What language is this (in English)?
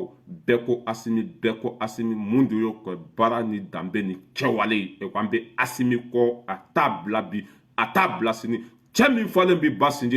Bambara